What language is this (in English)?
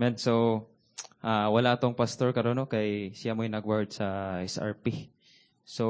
Cebuano